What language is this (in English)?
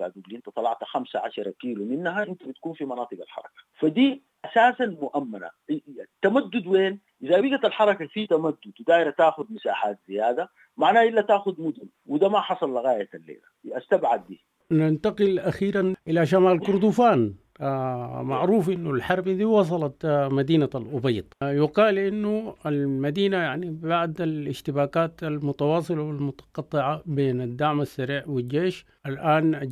Sudanese Arabic